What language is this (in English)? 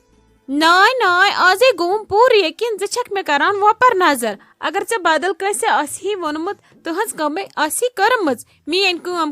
Kashmiri